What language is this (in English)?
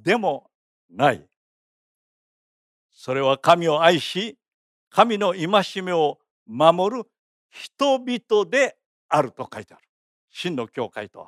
Japanese